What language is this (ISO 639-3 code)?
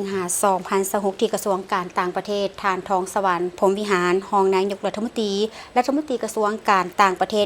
lao